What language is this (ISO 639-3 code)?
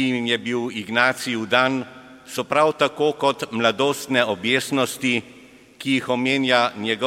slv